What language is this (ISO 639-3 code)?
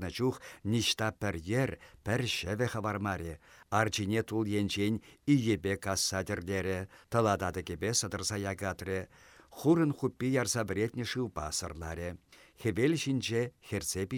chv